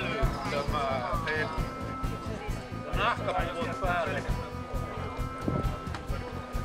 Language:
Finnish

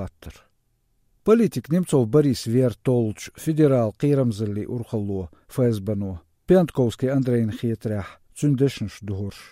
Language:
Chechen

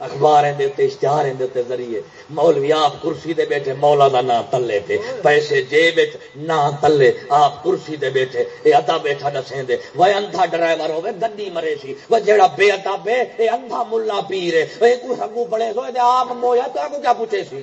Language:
Saraiki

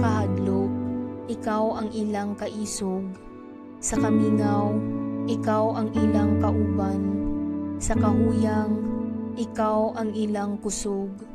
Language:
Cebuano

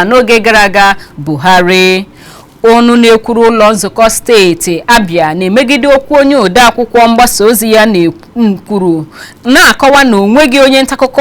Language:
Igbo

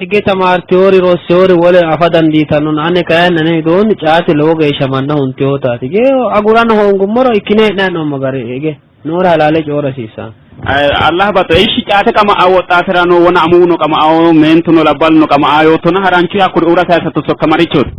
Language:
Sidamo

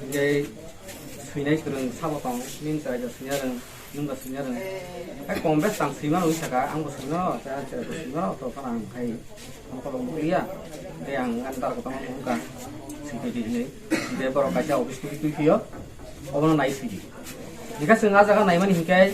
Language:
Kok Borok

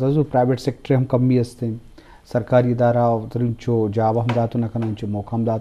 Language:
Eastern Balochi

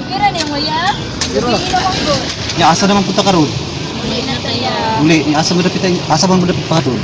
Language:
Cebuano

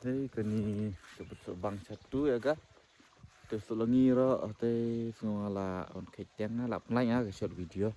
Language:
Khasi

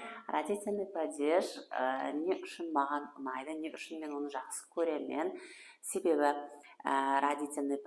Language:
Kara-Kalpak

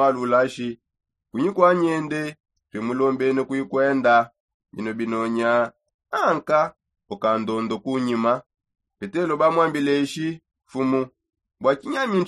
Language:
Songe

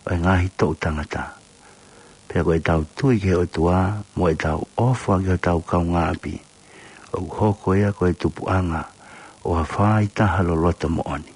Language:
Tongan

